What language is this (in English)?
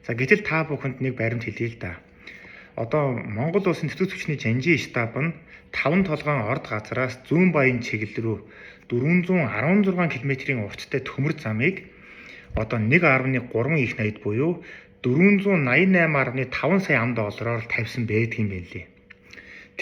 Mongolian